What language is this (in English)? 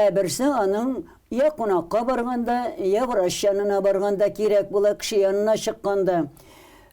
Tatar